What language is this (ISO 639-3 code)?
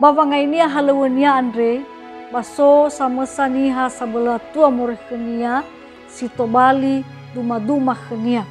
nia